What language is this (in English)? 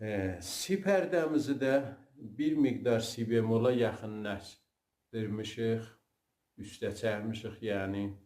South Azerbaijani